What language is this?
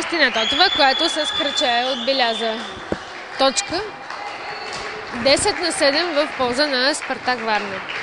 Bulgarian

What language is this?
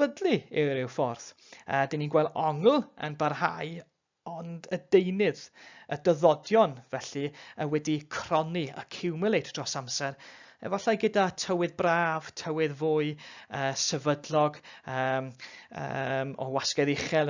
Welsh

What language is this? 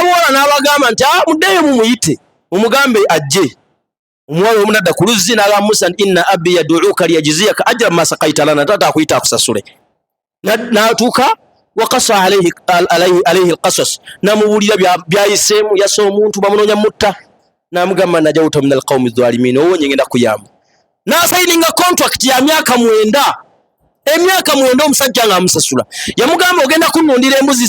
Ganda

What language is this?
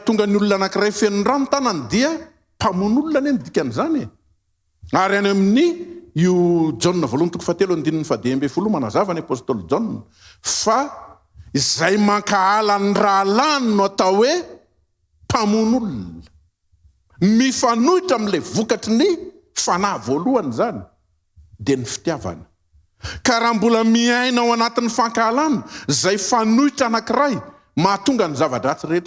Malagasy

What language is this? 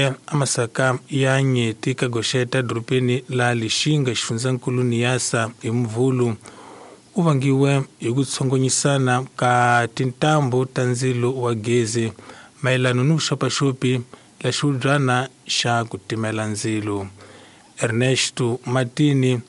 Tsonga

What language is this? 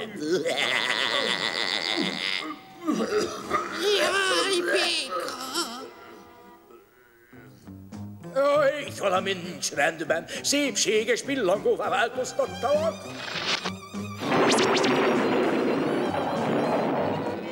Hungarian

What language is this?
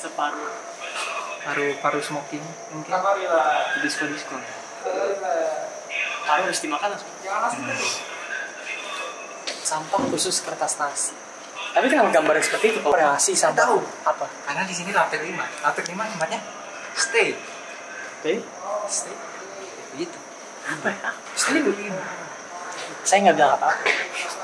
Indonesian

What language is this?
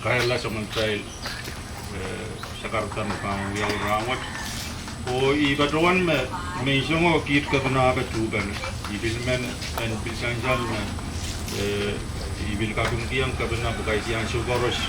Pohnpeian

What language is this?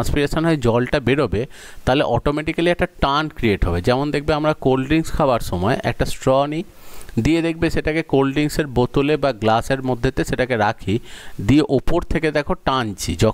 Bangla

